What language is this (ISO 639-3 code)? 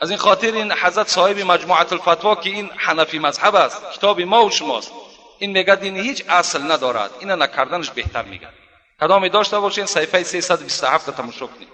tgk